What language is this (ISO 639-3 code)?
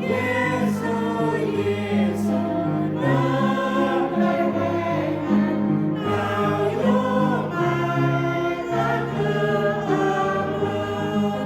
cmo